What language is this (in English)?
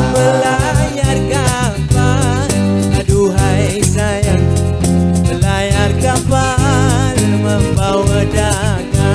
Malay